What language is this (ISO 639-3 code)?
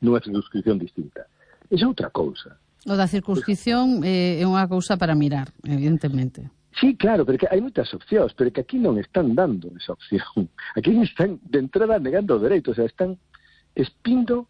glg